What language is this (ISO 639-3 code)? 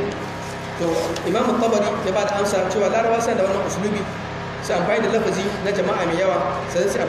hau